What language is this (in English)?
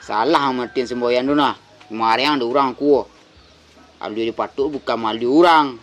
Minangkabau